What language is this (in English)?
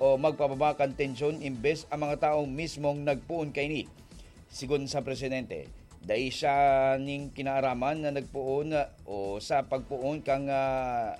Bikol